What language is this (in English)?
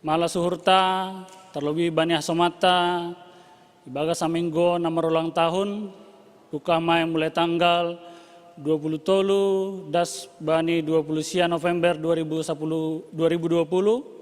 Batak Simalungun